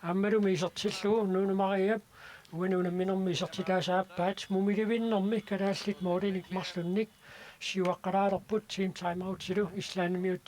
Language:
Kalaallisut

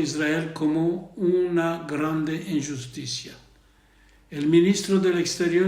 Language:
Ladino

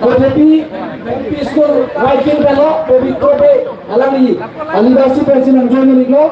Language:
Karbi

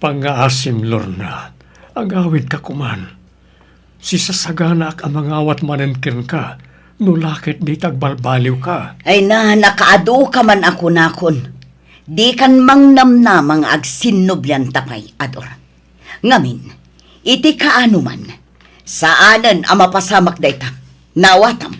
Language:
Iloko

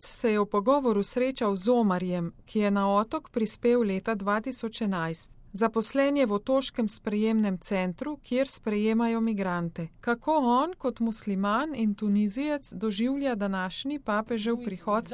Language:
Slovenian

